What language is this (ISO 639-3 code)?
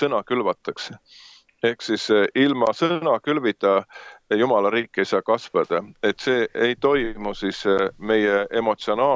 est